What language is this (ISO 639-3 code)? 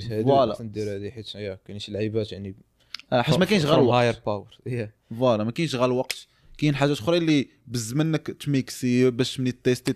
ary